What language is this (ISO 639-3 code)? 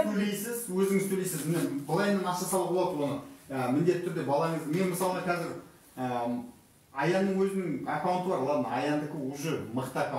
kaz